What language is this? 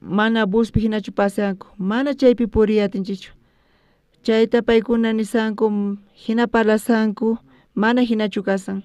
South Bolivian Quechua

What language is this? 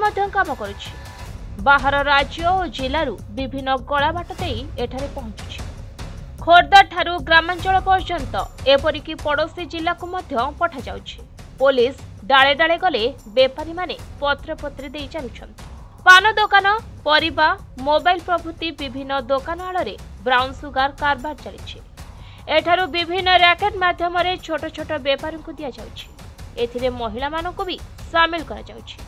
Odia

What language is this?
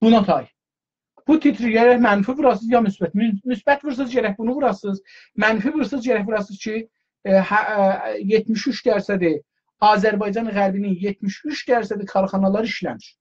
South Azerbaijani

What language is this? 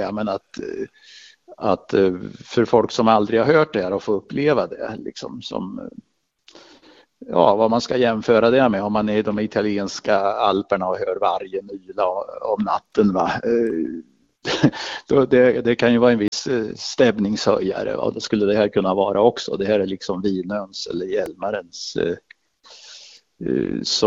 Swedish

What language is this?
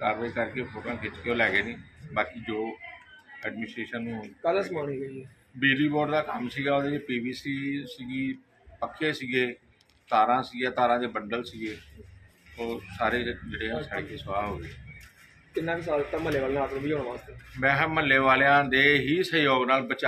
Punjabi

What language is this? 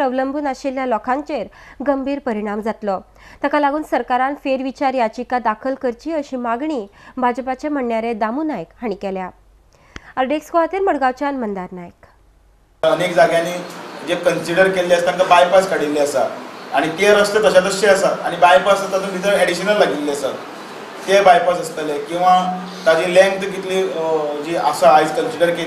Konkani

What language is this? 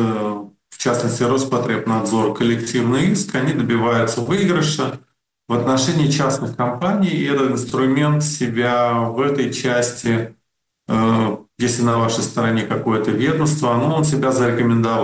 Russian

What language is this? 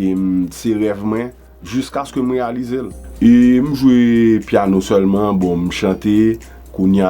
Haitian Creole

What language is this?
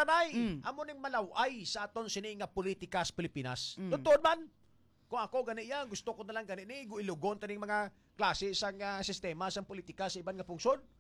Hiligaynon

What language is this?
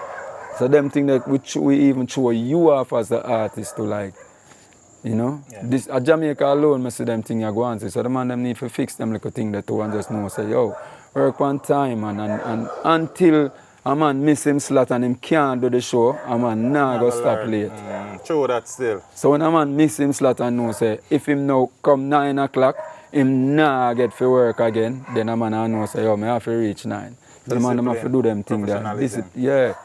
Jamaican Creole English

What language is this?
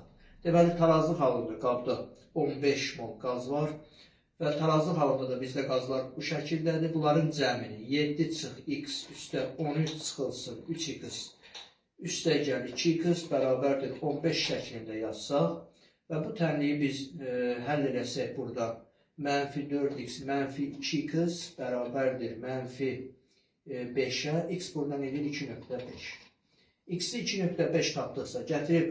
Azerbaijani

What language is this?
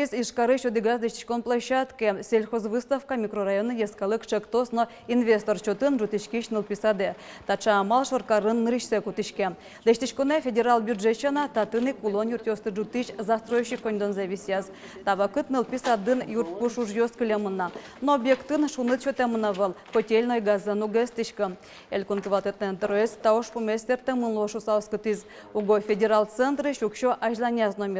Udmurt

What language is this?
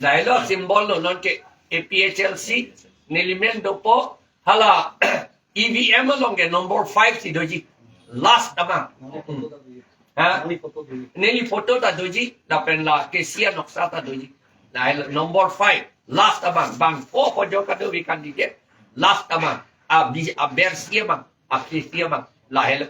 Karbi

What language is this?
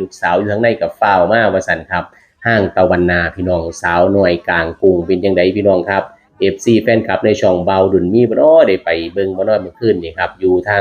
Northeastern Thai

